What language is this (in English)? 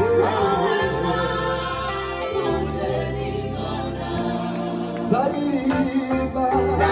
Kinyarwanda